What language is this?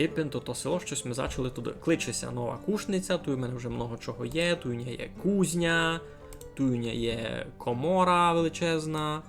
Rusyn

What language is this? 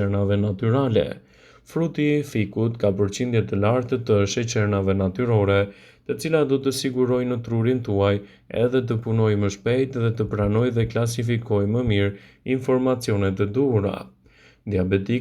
Albanian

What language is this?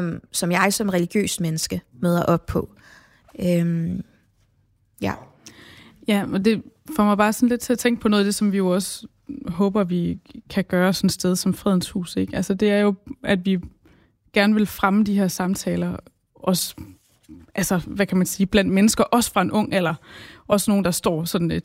Danish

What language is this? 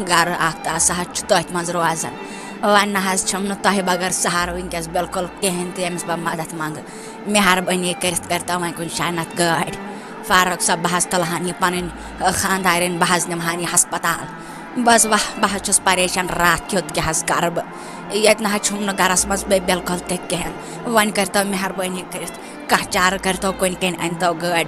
Kashmiri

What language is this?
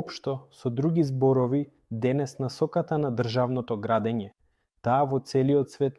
Macedonian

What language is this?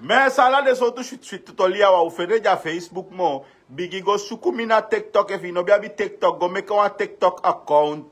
Sranan Tongo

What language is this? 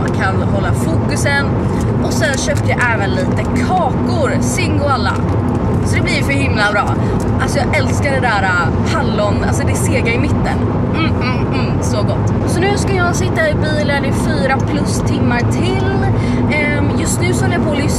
Swedish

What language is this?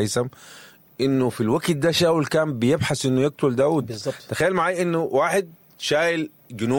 Sudanese Arabic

